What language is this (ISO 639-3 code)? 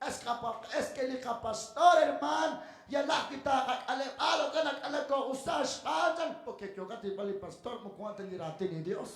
kek